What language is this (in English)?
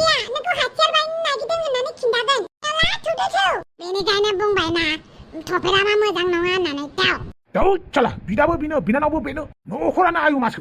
Bodo